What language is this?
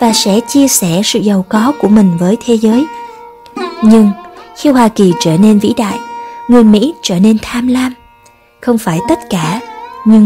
Vietnamese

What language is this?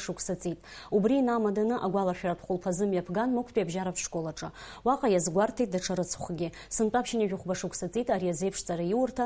Abkhazian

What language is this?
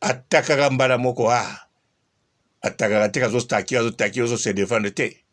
Lingala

